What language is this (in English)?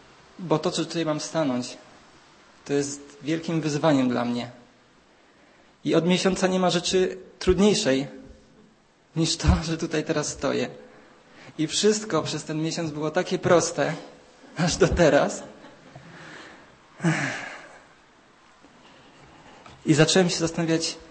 Polish